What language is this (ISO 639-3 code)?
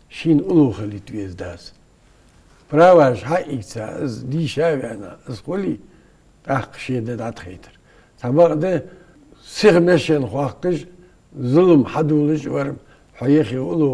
inh